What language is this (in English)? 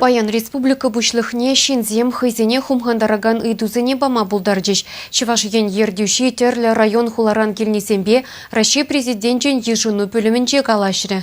Chuvash